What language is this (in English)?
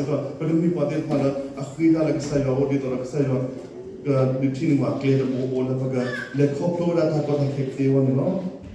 S'gaw Karen